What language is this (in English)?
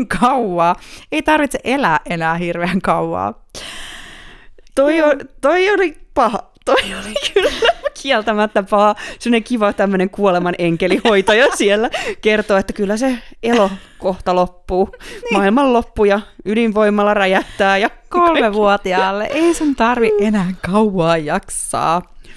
Finnish